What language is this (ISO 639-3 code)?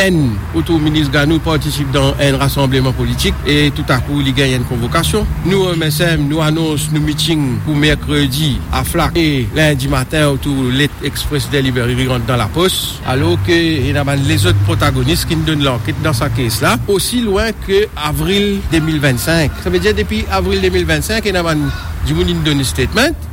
mfe